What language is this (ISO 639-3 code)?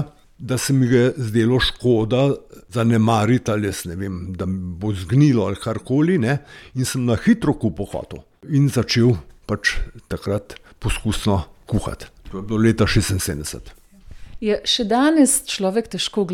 slv